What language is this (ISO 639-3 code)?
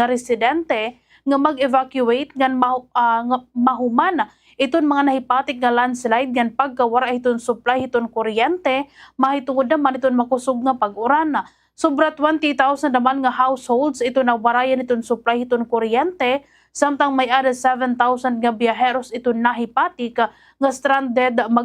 war